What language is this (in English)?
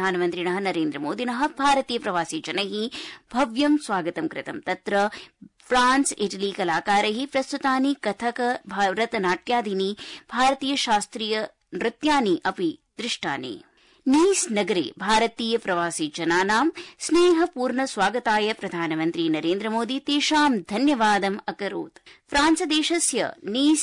Sanskrit